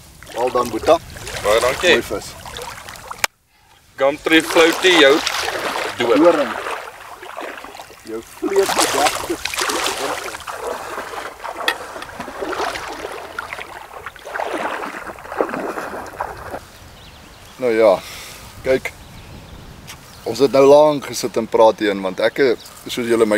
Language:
Afrikaans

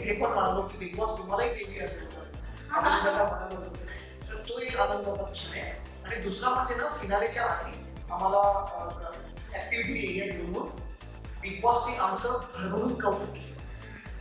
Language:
Marathi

